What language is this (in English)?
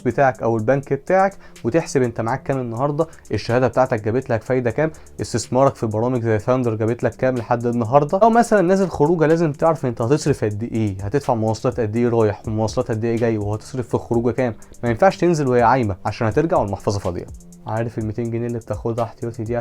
Egyptian Arabic